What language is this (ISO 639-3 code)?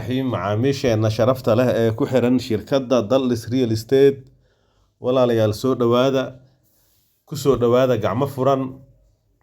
som